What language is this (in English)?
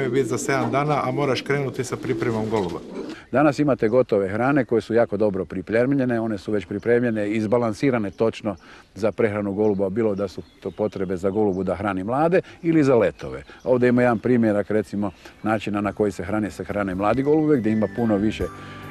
Croatian